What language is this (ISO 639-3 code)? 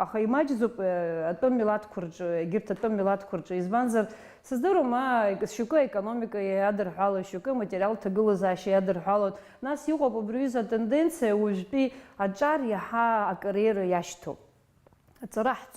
abk